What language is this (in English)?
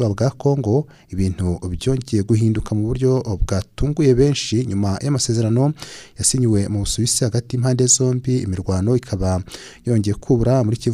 Kinyarwanda